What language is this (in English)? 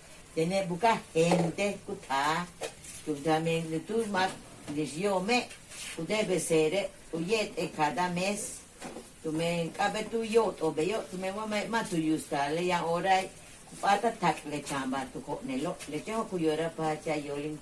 Yucateco